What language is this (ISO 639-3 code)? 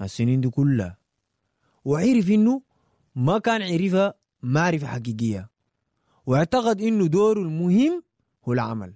apd